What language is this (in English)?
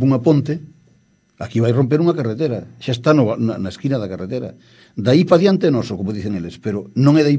Galician